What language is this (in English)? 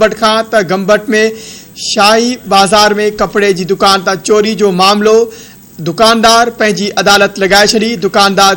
Sindhi